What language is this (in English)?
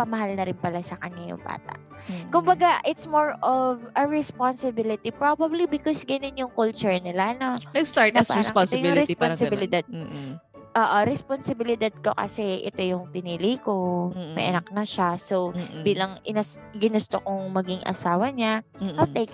Filipino